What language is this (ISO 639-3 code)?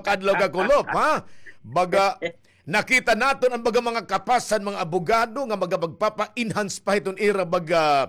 war